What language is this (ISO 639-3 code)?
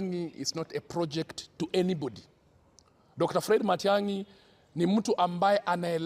guz